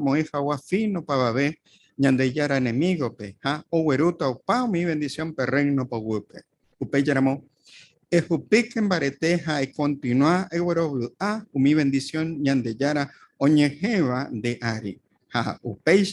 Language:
Guarani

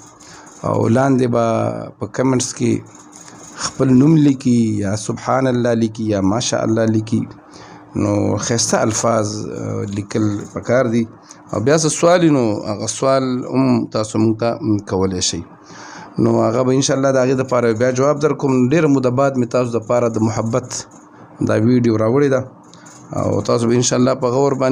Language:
Pashto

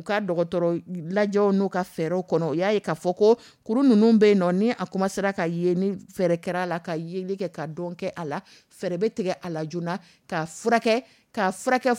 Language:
Dyula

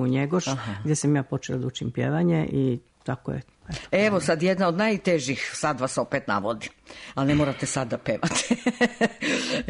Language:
Serbian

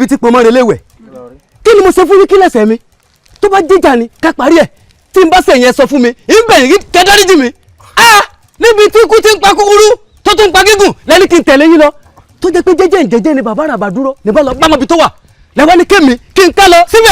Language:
Yoruba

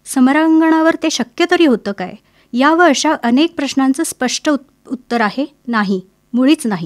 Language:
Marathi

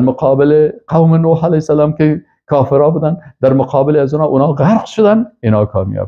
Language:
Persian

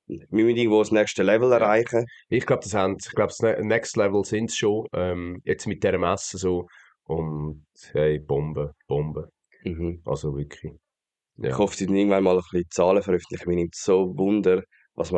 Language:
Swiss German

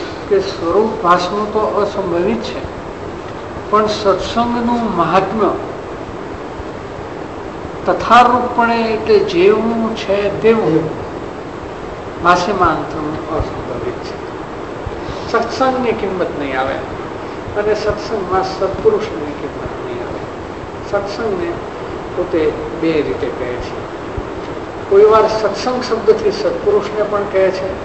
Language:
Gujarati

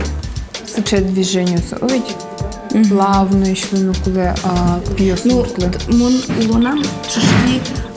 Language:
Udmurt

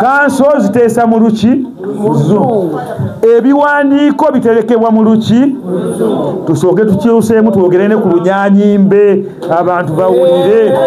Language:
Ganda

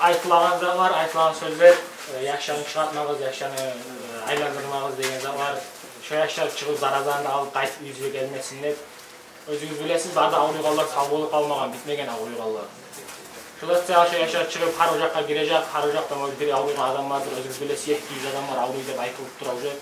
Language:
Kumyk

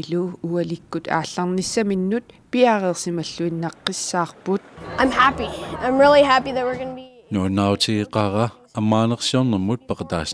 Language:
Kalaallisut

